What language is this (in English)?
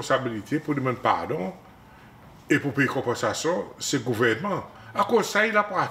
Seselwa Creole French